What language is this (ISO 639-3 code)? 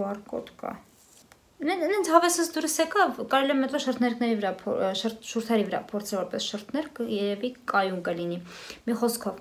hye